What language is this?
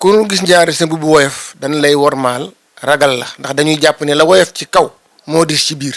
Wolof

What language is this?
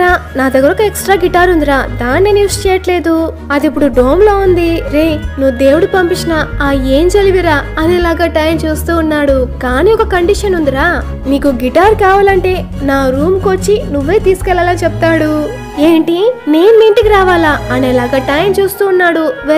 Telugu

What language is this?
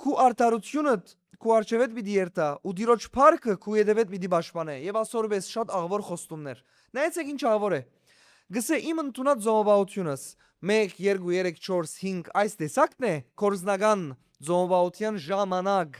Western Armenian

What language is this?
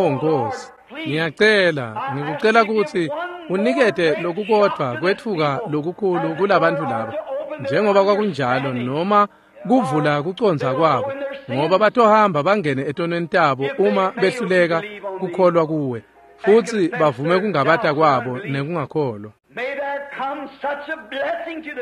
Swati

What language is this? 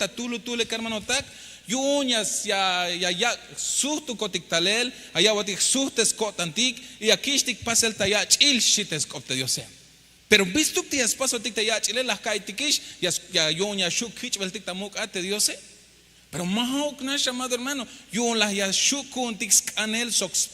Tzeltal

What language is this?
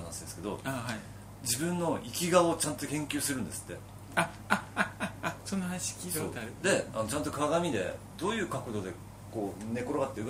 Japanese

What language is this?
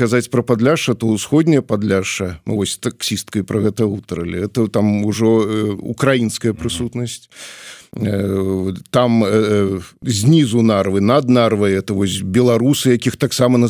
Belarusian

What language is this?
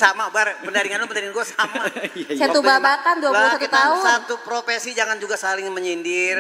Betawi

